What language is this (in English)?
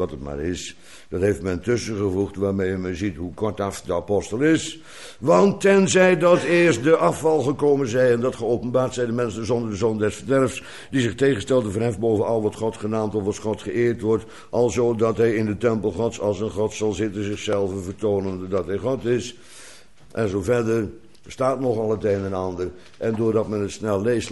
Dutch